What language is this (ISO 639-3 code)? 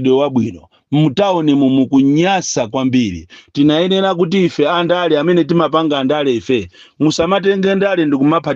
nya